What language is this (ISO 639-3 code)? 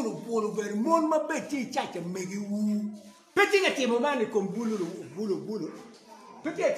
ach